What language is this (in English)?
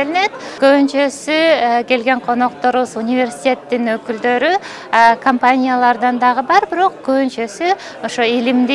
Kyrgyz